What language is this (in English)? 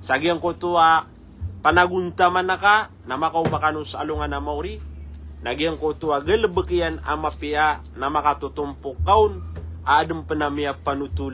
Maranao